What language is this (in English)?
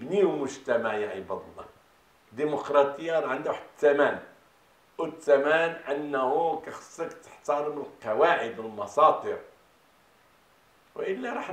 Moroccan Arabic